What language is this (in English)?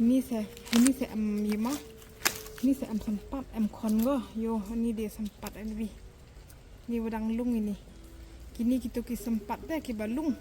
Khasi